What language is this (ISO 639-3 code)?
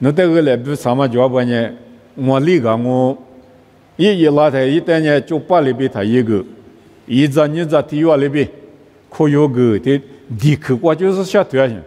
lis